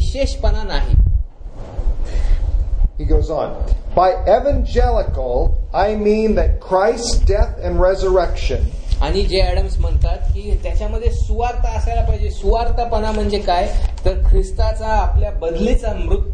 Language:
Marathi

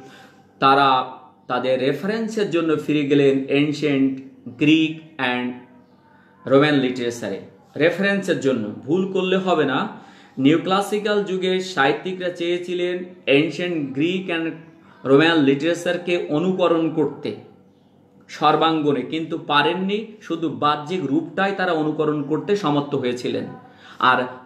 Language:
Bangla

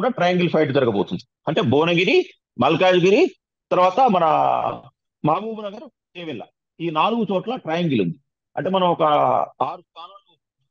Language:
Telugu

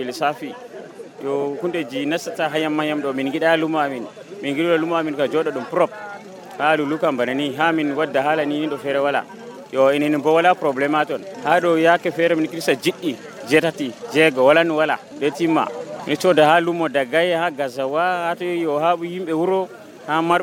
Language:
Nigerian Fulfulde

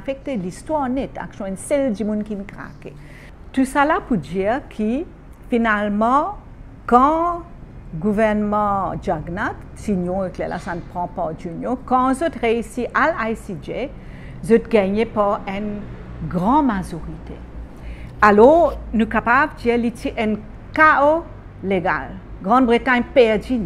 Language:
Morisyen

